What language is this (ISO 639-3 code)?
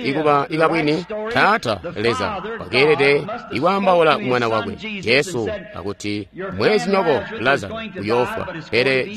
toi